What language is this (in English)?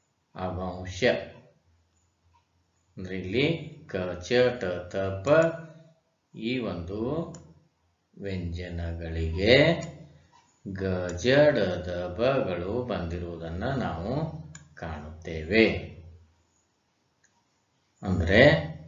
Kannada